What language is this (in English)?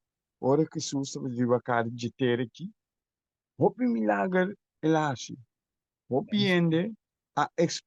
Papiamento